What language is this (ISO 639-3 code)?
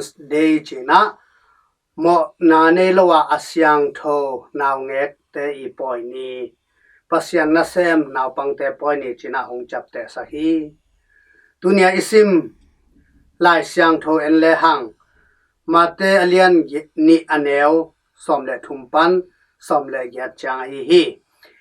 ctd